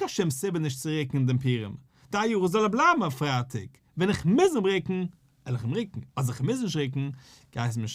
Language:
Yiddish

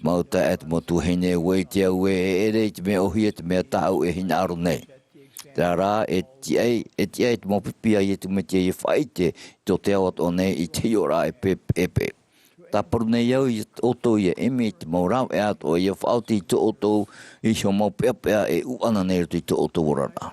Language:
Tahitian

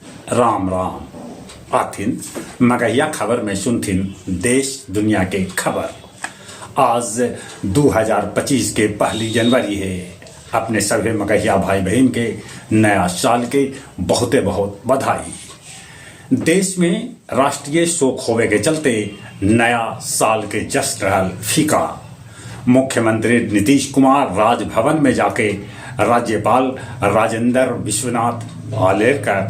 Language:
Magahi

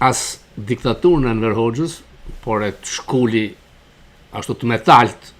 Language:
Albanian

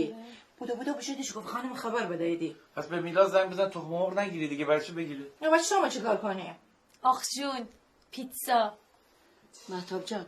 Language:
Gilaki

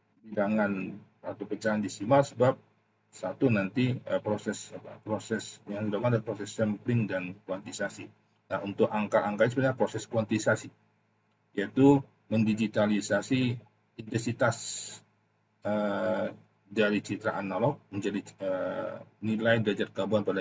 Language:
Indonesian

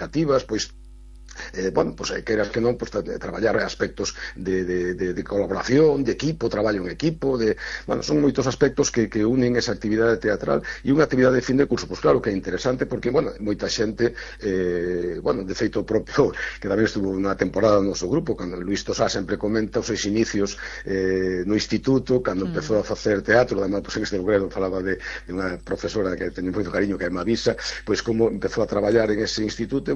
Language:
Galician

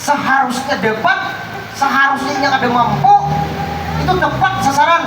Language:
Banjar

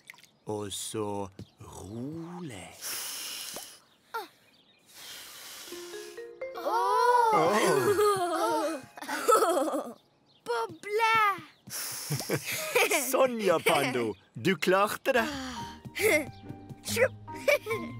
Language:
Norwegian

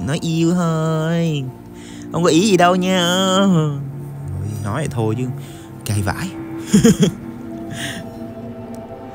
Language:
Vietnamese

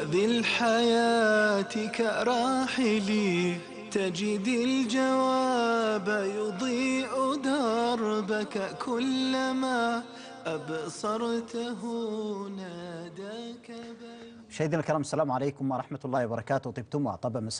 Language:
Arabic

